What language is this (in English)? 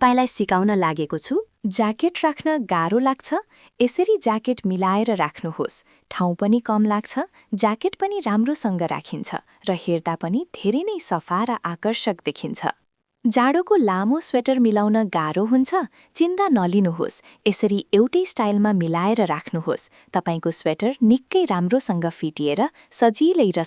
Nepali